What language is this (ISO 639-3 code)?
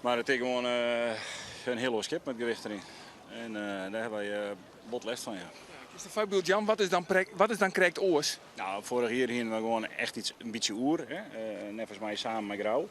fry